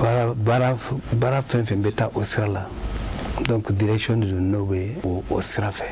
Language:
Bambara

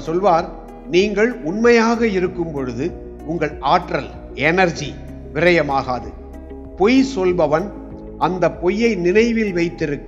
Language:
Tamil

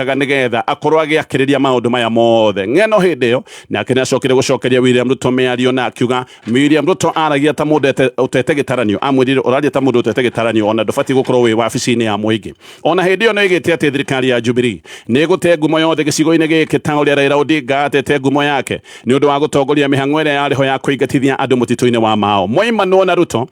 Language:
Kikuyu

